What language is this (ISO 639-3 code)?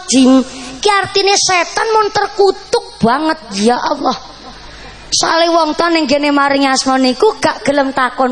jav